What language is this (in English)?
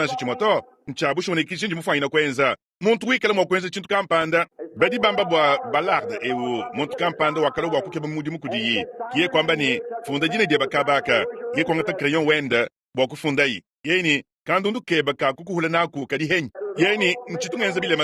Luba-Lulua